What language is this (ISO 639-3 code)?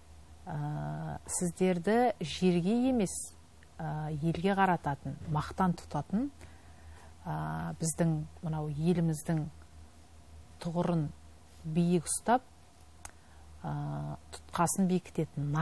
kaz